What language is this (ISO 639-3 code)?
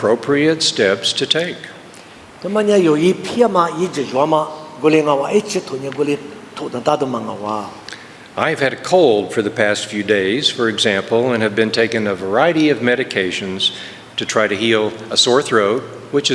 lis